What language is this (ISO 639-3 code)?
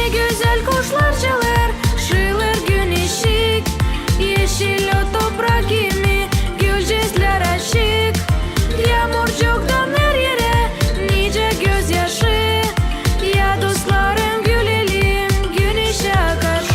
gag